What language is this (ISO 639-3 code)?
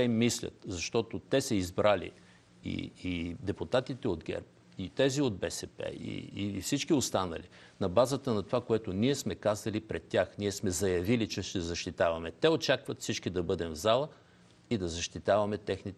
bul